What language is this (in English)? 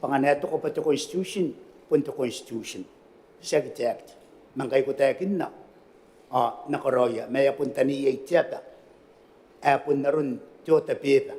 Gilbertese